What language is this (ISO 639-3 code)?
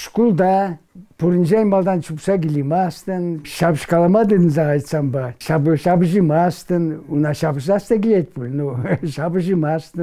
chv